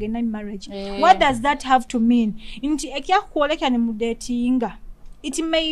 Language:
Nyoro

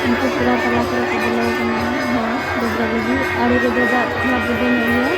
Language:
Santali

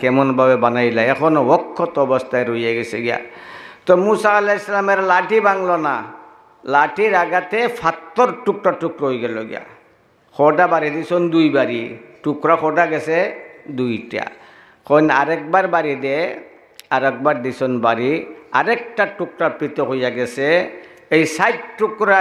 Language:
Sylheti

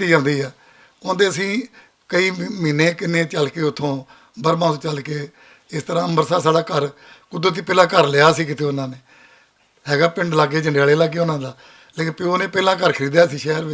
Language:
Western Panjabi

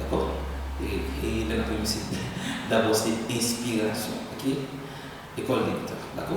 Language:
Haitian Creole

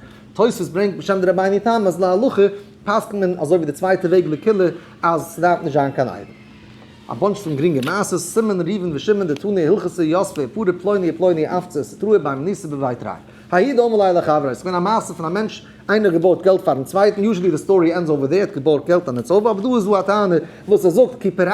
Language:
Yiddish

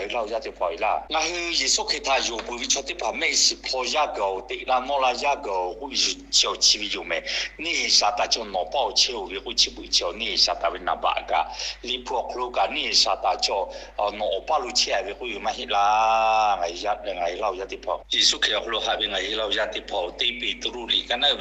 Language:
Lahu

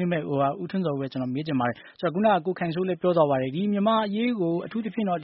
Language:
Burmese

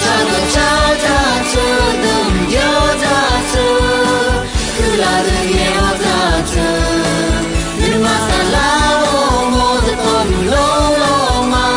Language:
Akha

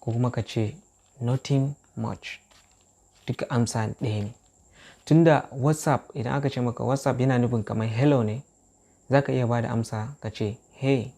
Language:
Hausa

